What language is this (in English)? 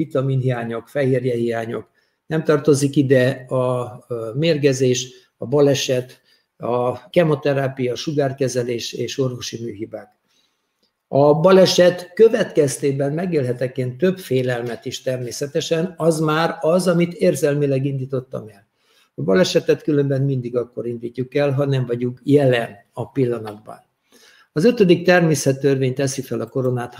Hungarian